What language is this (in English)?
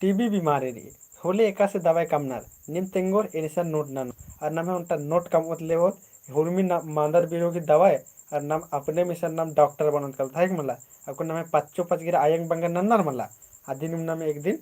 Kurukh